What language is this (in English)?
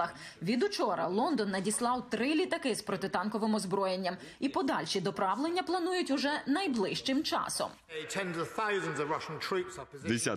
Ukrainian